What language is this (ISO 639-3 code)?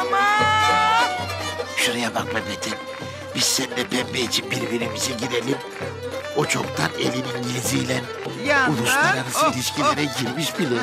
tur